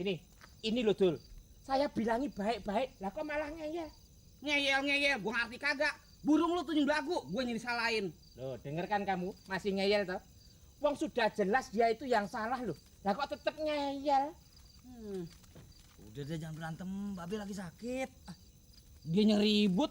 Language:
Betawi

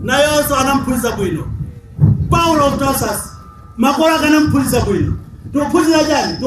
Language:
Nyanja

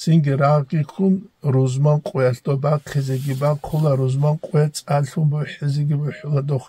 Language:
Avaric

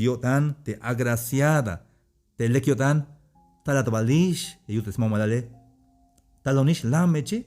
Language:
Tzeltal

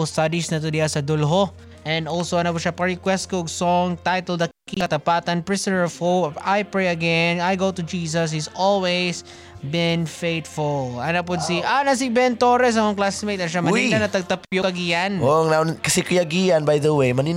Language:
Filipino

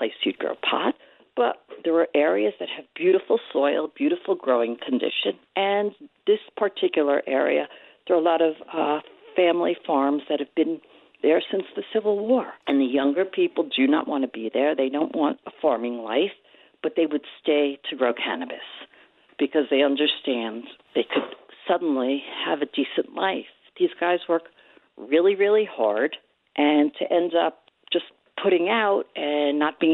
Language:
English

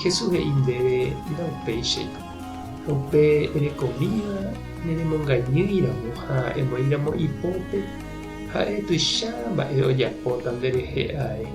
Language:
Guarani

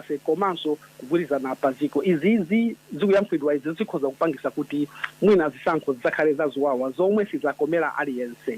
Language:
Nyanja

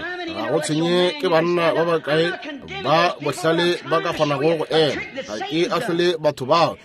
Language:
Northern Sotho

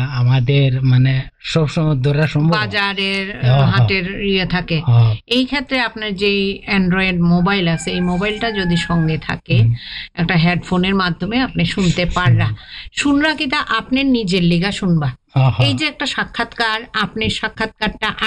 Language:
Bangla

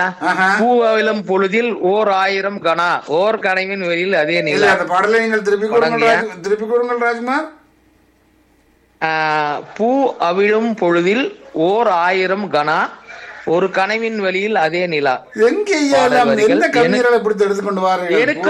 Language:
Tamil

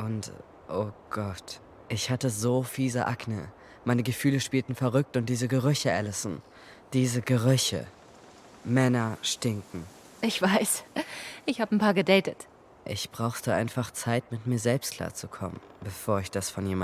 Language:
Swiss German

